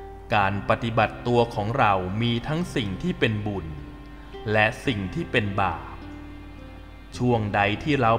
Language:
Thai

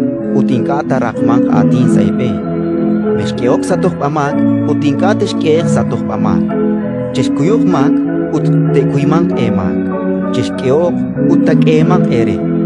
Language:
Kekchí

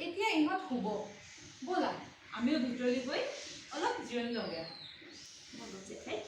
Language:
Assamese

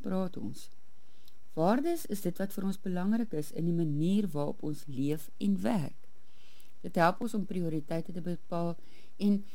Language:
Afrikaans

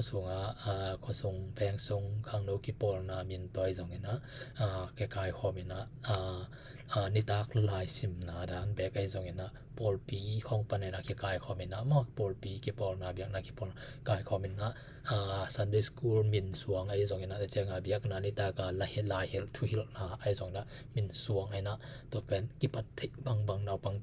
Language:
Tedim Chin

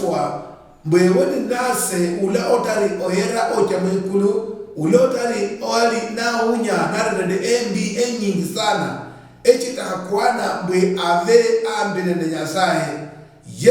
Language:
Luyia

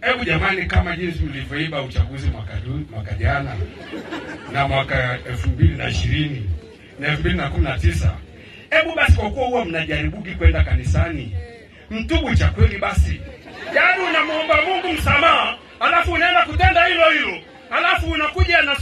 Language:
Swahili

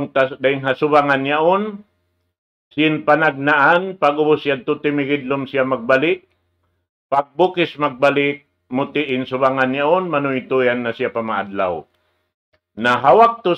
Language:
Tausug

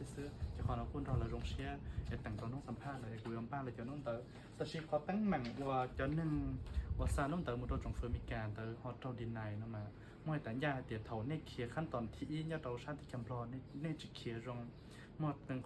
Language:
Hmong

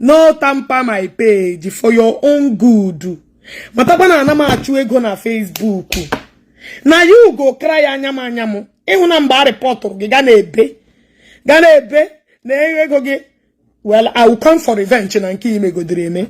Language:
Igbo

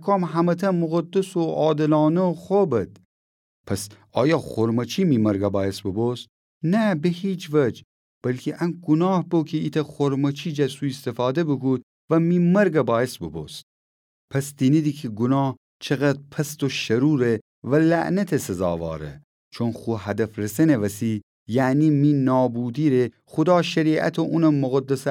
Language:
Gilaki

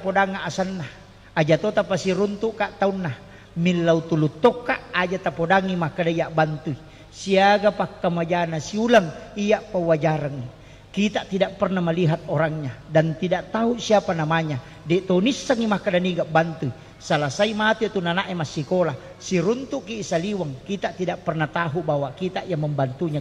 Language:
Buginese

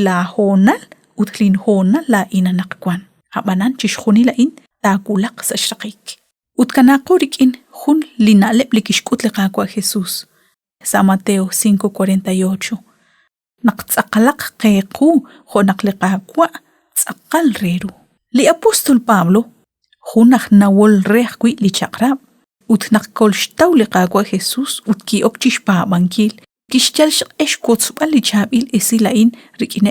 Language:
Kekchí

